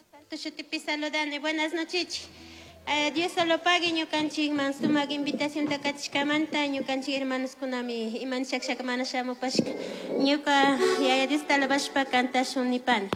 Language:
Chimborazo Highland Quichua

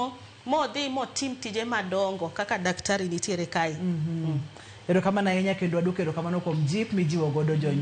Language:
Luo (Kenya and Tanzania)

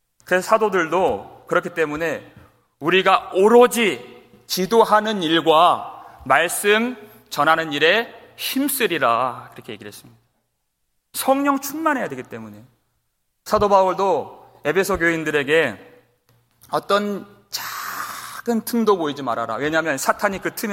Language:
Korean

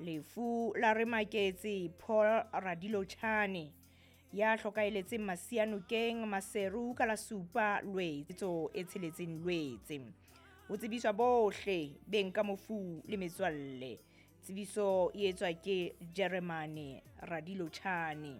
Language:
Southern Sotho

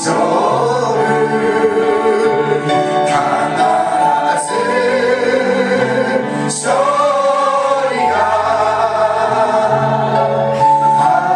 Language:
Japanese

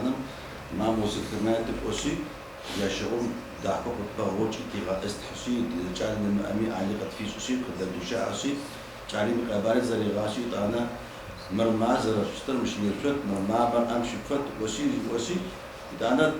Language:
Adyghe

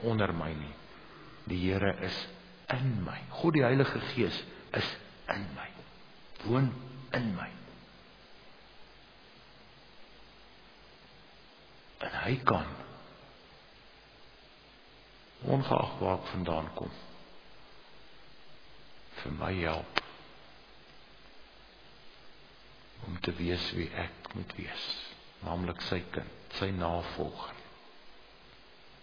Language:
Afrikaans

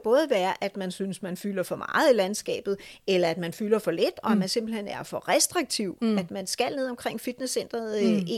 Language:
Danish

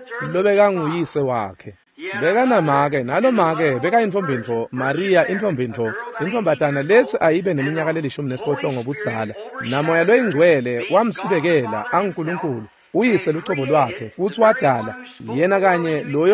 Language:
Swati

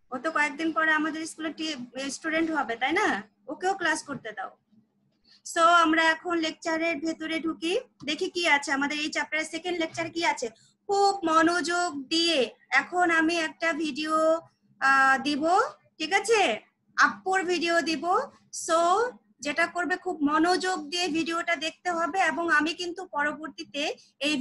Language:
Bangla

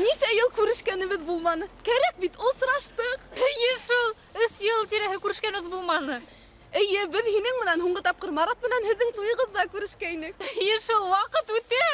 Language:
Bashkir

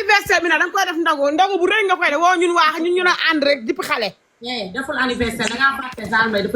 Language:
Wolof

